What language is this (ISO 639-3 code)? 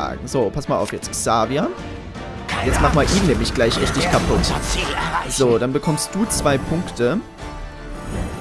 deu